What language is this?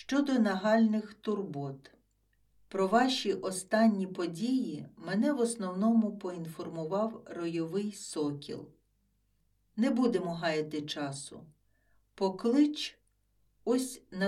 Ukrainian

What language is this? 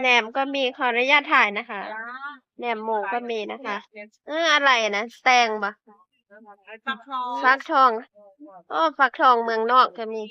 Northeastern Thai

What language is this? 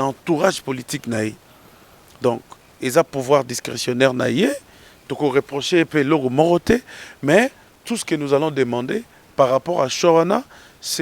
Lingala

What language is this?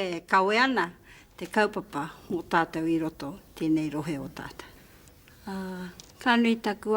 Māori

